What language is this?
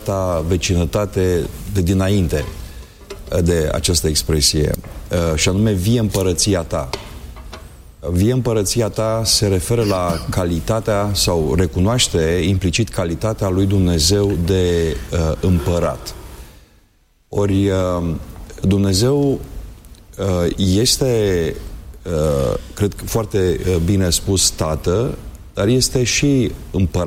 Romanian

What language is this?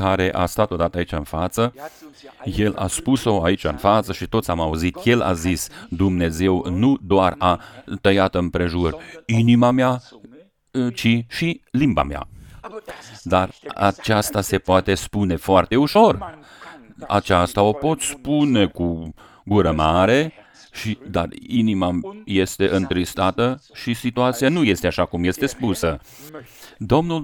Romanian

